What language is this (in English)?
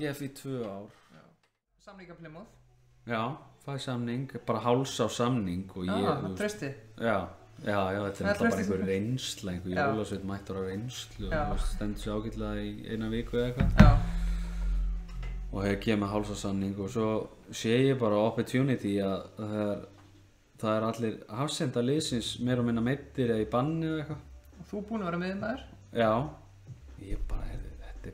Icelandic